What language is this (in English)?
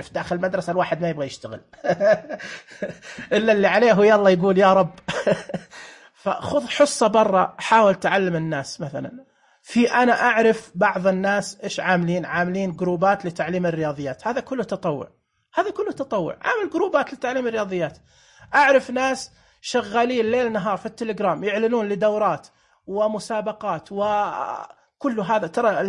Najdi Arabic